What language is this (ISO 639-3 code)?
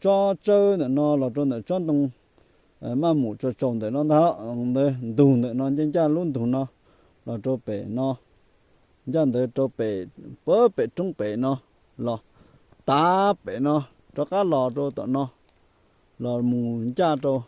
hmn